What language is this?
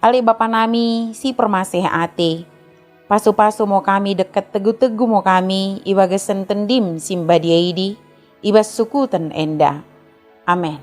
Batak Dairi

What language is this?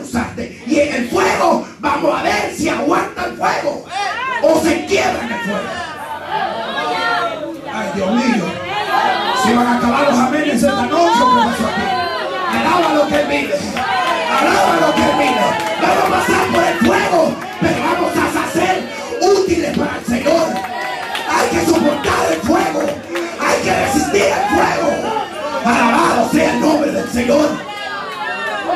Spanish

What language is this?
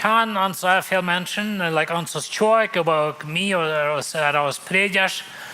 Plautdietsch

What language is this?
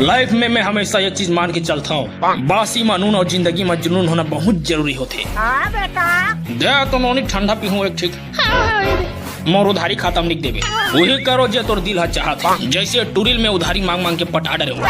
Chhattisgarhi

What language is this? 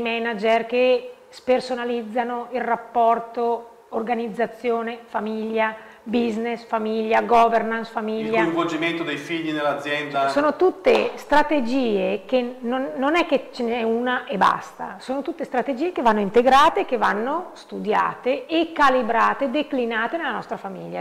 Italian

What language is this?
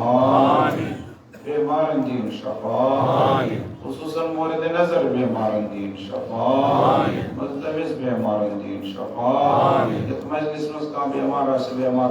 Kashmiri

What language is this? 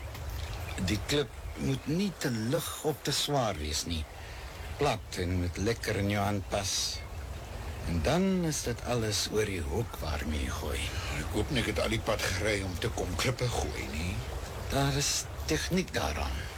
Afrikaans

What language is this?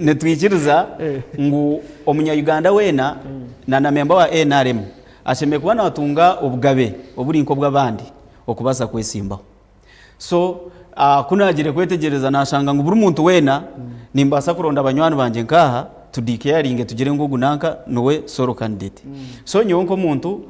Nyankole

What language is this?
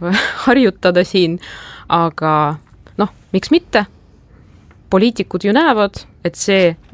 Estonian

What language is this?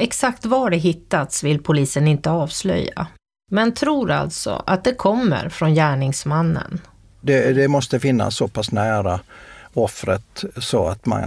Swedish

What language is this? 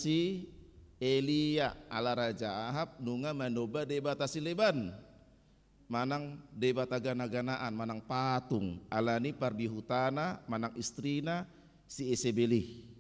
Batak Toba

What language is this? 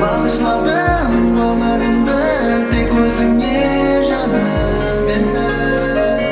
Kara-Kalpak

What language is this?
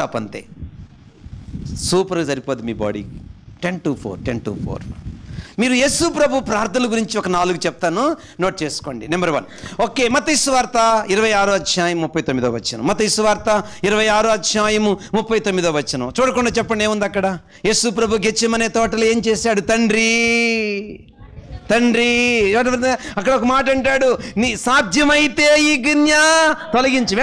Telugu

